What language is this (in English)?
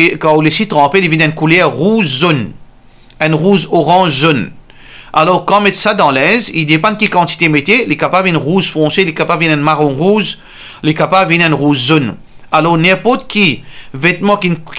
Morisyen